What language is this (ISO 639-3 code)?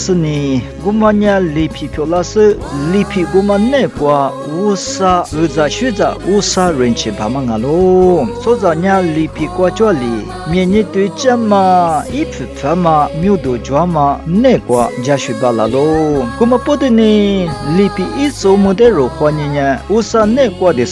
lis